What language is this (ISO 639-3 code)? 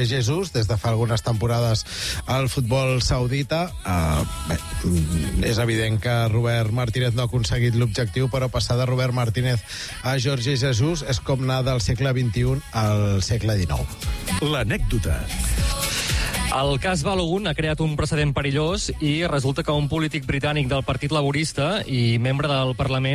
cat